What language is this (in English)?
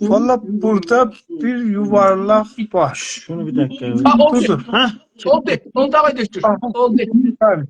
South Azerbaijani